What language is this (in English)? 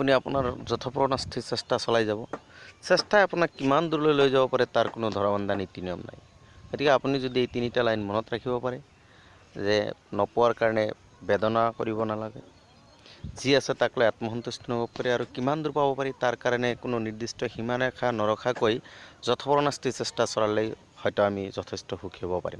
Assamese